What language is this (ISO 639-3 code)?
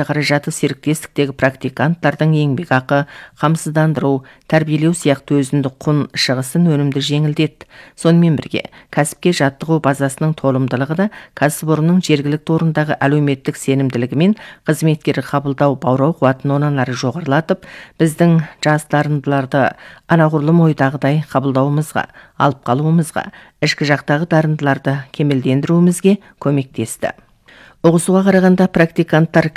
kaz